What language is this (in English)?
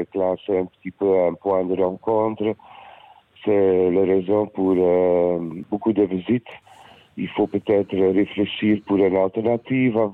Luxembourgish